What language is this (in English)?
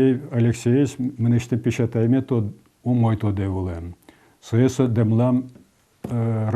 Udmurt